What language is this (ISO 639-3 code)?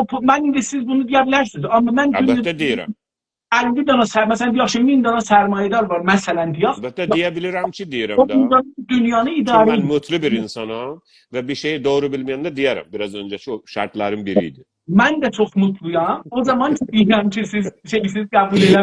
azb